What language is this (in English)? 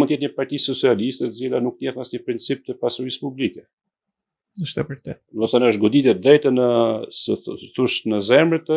Albanian